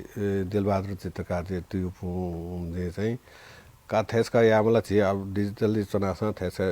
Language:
Newari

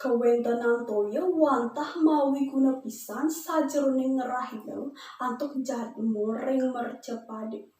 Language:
Balinese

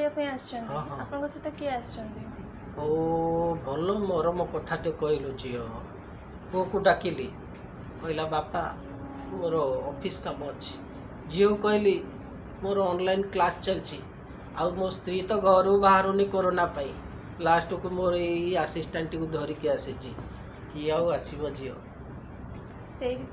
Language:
Odia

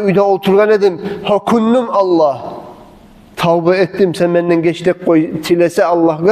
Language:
Kumyk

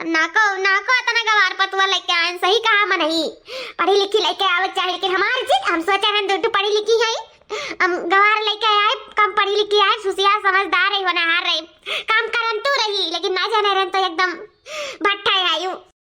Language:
Awadhi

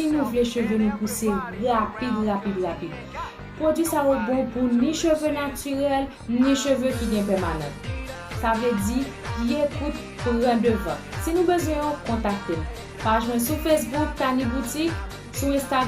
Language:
Haitian Creole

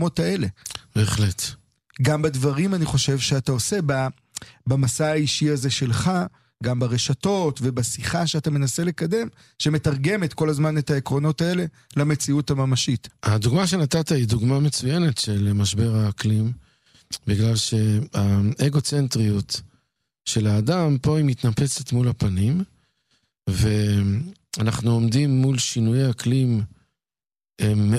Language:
Hebrew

